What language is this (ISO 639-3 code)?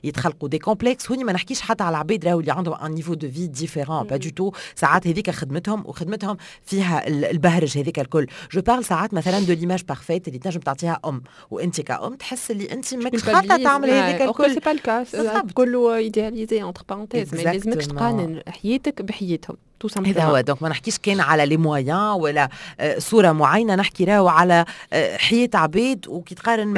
aeb